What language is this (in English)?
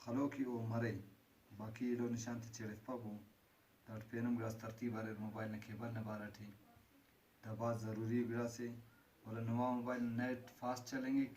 Brahui